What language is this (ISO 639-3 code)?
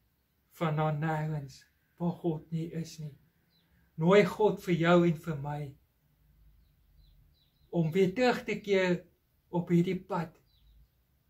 afr